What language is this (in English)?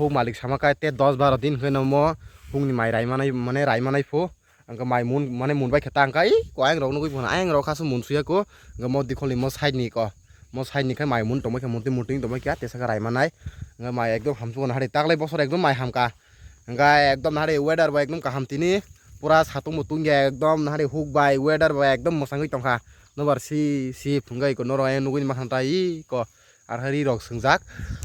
Kok Borok